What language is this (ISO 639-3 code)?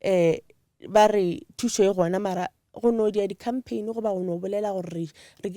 nso